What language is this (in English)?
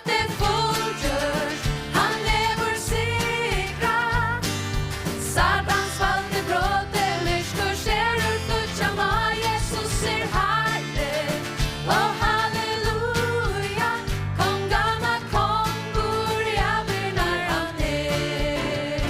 Faroese